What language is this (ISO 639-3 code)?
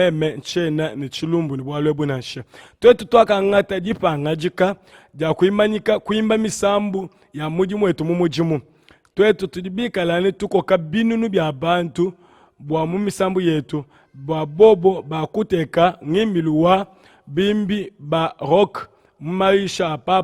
lua